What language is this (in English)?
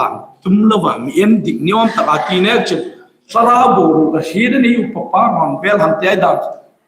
Hmar